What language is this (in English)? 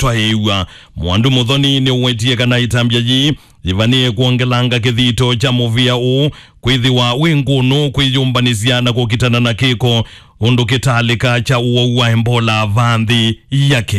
Kamba